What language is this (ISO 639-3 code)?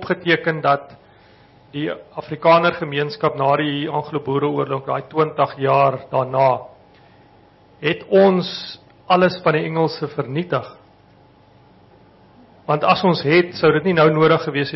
afr